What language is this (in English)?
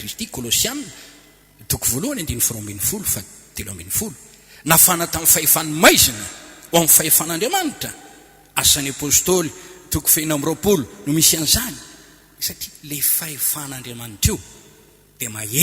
Malagasy